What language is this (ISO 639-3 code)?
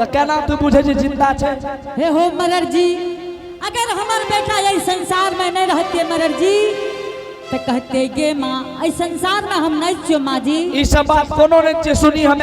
anp